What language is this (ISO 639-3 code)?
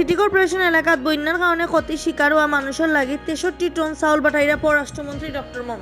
syl